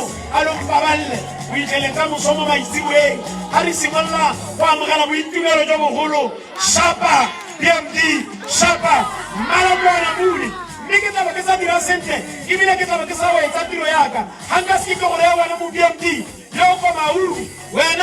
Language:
Tswana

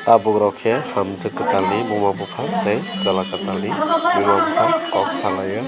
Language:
Kok Borok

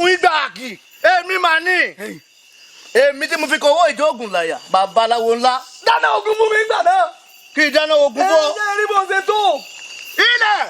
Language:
Yoruba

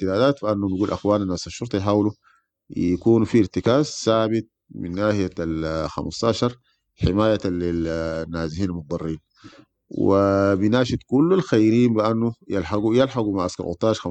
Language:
Sudanese Arabic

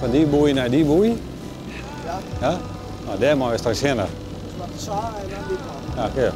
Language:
Western Frisian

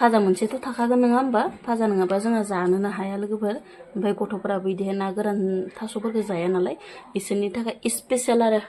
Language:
Bodo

